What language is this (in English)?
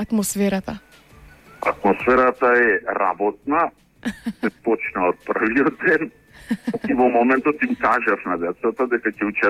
Macedonian